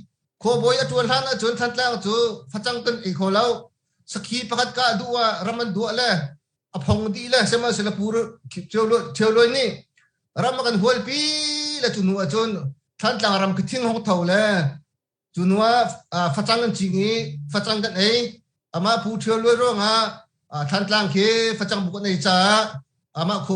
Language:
Hakha Chin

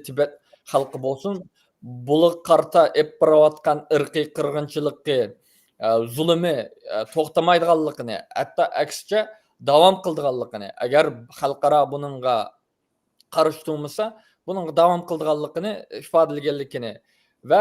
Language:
Uyghur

